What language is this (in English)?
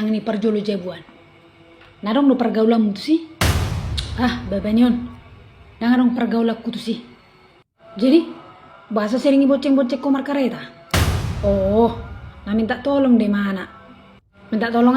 Batak Toba